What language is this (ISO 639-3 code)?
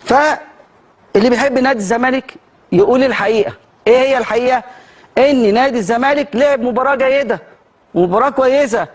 arz